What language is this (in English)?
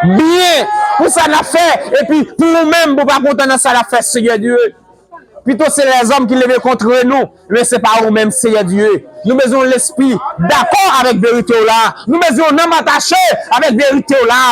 Haitian Creole